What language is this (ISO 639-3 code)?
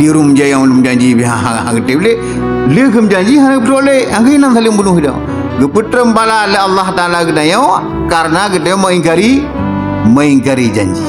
ace